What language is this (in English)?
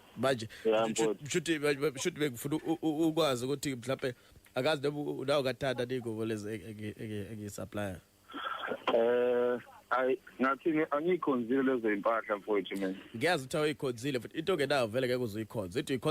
Zulu